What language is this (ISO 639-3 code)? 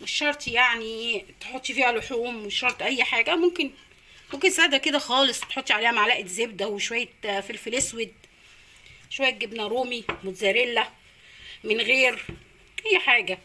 arz